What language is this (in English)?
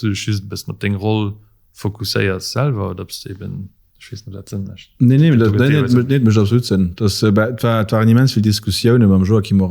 Luxembourgish